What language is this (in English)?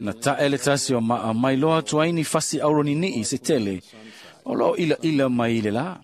Samoan